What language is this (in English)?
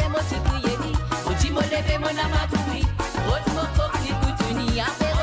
Morisyen